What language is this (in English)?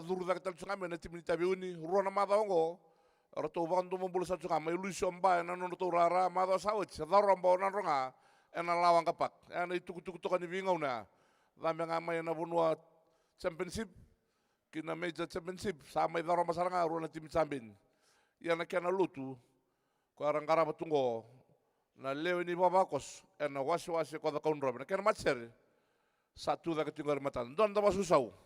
Fijian